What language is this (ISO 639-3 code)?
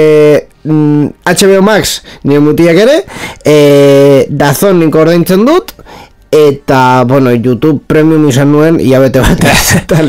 eus